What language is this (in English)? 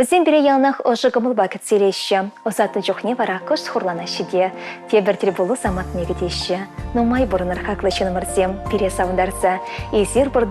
Chuvash